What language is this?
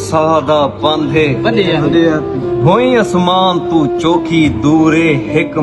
Saraiki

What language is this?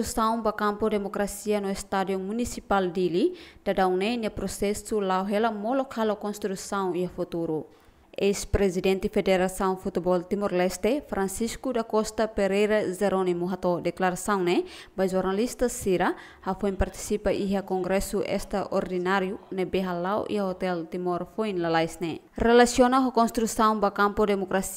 Tetum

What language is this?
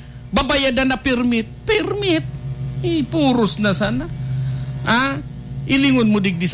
Bikol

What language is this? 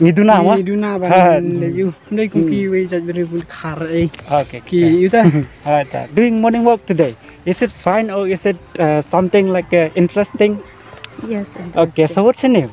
Khasi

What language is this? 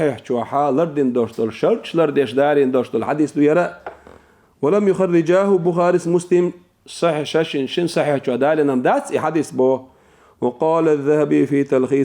Chechen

